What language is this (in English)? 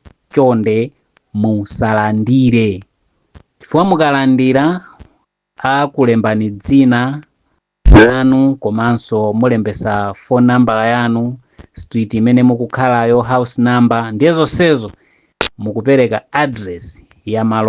Nyanja